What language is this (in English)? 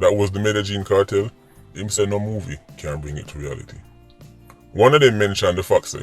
Jamaican Creole English